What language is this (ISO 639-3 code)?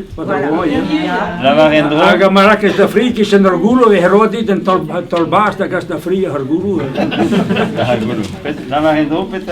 bre